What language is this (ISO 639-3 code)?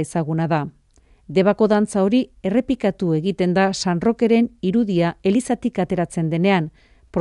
eus